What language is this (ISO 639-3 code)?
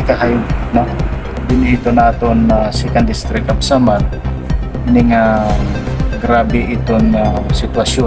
war